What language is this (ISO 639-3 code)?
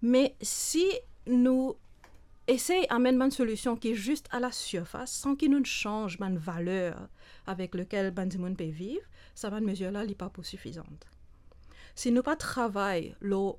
mfe